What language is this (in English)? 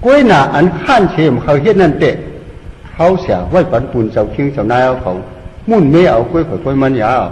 Shan